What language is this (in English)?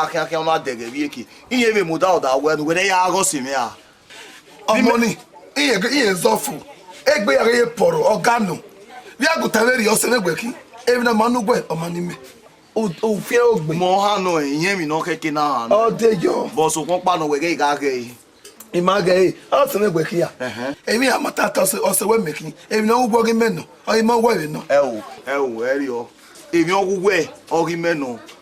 Bini